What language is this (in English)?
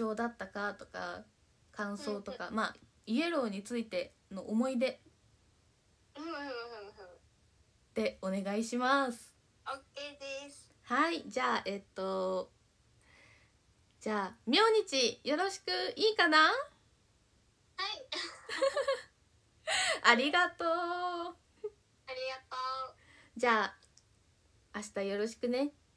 Japanese